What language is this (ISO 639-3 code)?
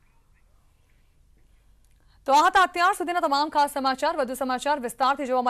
guj